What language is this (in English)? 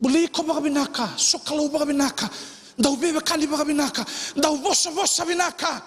Fijian